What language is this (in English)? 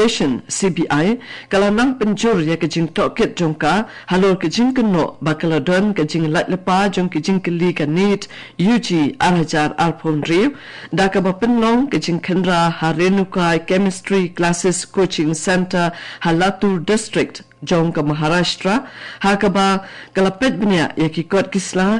Khasi